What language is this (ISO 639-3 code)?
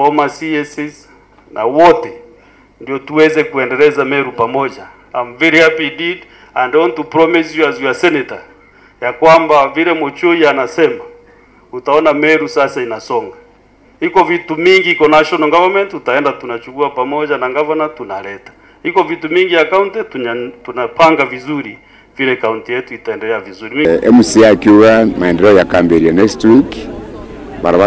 mer